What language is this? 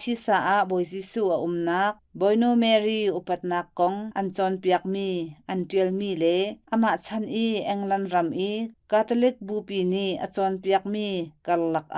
Hakha Chin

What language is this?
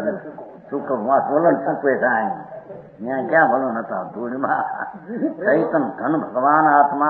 Gujarati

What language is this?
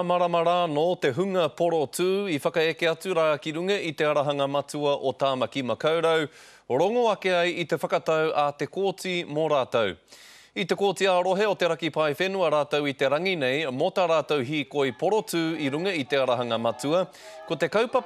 Māori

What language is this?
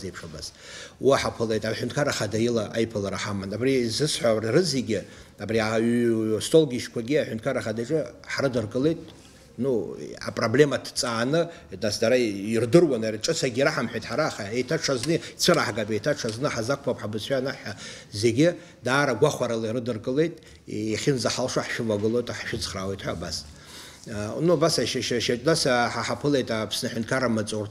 Abkhazian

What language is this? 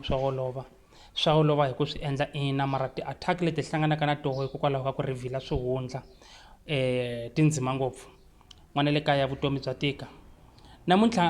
Tsonga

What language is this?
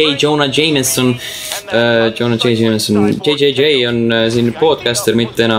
Estonian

